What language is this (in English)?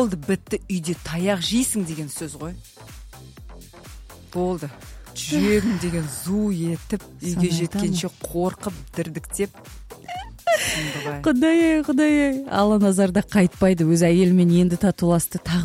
Kazakh